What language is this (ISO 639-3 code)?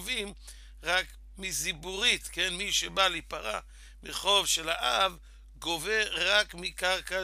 heb